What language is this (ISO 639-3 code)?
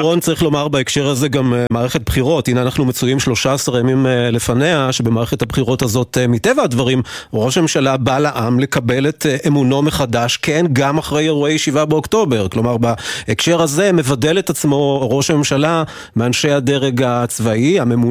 heb